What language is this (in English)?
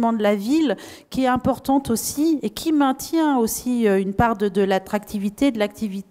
French